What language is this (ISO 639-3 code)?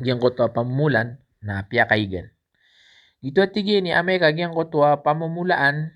mrw